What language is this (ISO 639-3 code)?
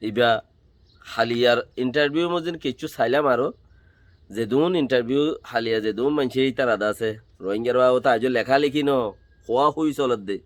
rhg